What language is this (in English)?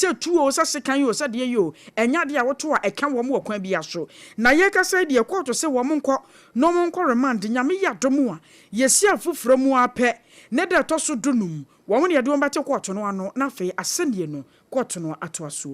Akan